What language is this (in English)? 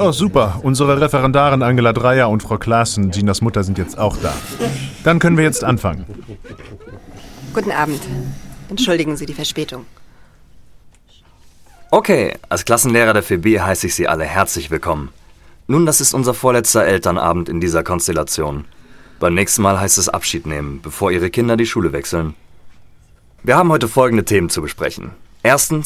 German